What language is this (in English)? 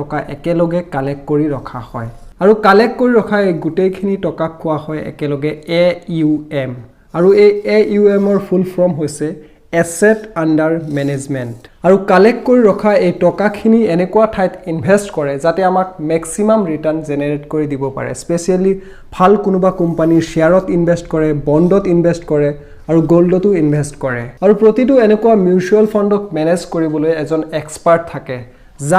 Assamese